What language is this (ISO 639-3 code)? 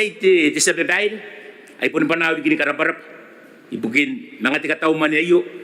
gil